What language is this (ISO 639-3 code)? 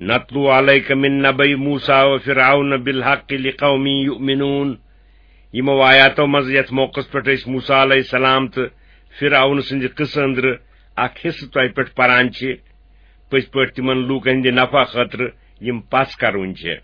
kas